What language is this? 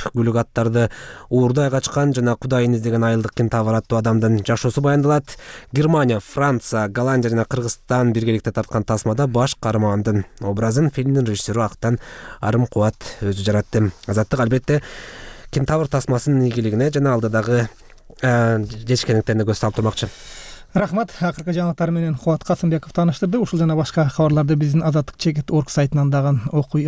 Kyrgyz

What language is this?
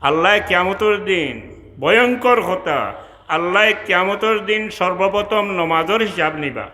Sylheti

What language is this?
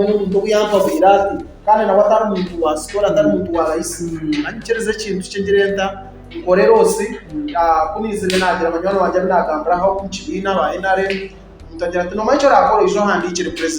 Nyankole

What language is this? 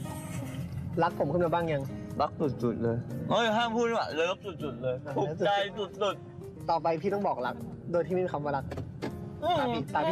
Thai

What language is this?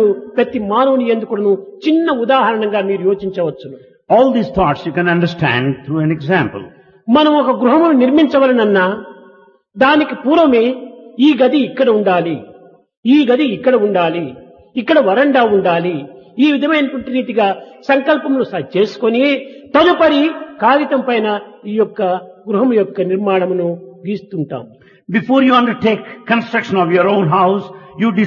Telugu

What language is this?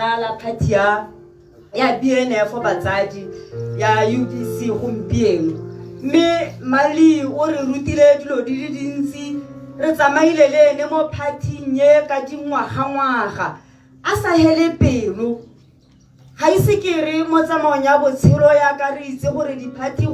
Tswana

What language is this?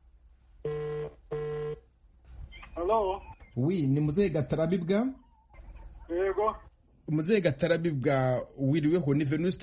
Kinyarwanda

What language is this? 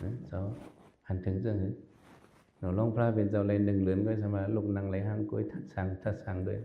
Shan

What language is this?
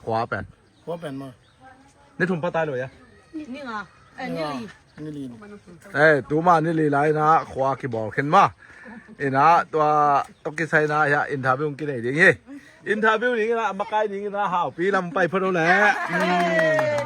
Tedim Chin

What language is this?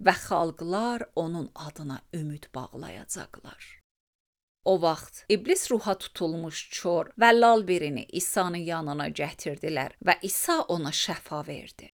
Azerbaijani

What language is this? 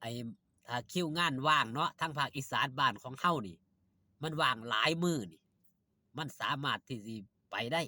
Northeastern Thai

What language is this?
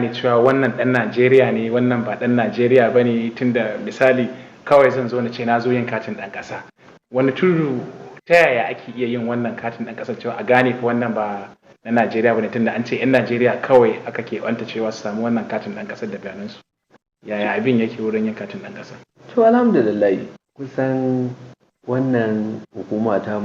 Hausa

